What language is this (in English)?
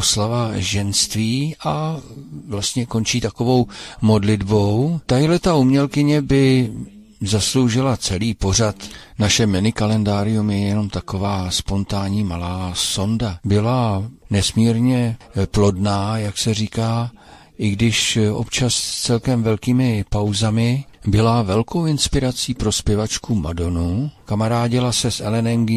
Czech